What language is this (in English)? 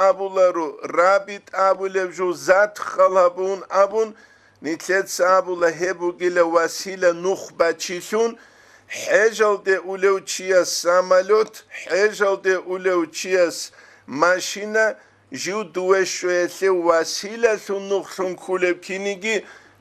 Avaric